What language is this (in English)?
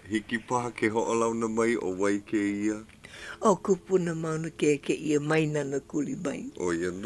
Hawaiian